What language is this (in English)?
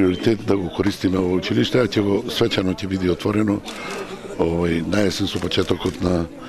Macedonian